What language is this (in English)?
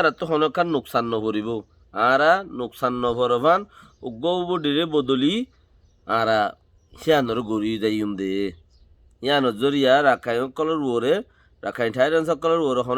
Rohingya